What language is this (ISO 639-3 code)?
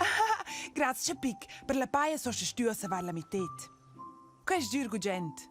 roh